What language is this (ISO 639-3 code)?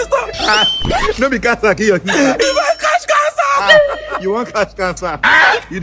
pcm